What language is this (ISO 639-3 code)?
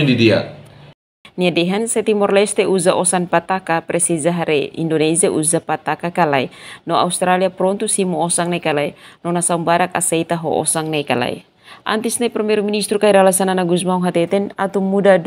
tet